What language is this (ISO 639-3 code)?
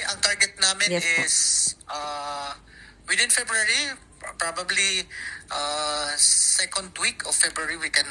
hil